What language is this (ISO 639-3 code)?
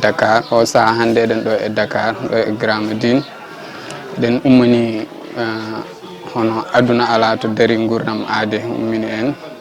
ful